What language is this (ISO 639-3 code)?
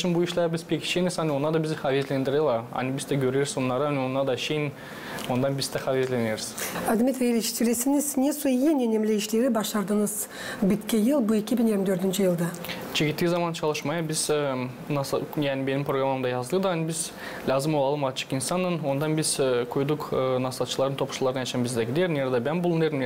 gag